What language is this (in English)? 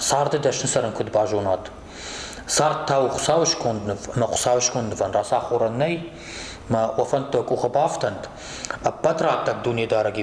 Ossetic